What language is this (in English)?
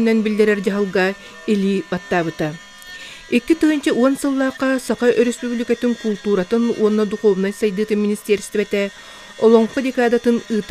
Yakut